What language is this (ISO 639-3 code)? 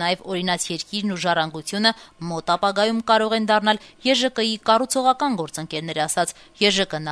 hye